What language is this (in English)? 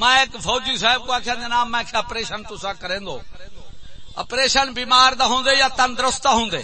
Saraiki